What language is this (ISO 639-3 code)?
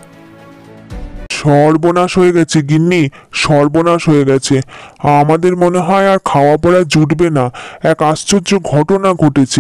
ben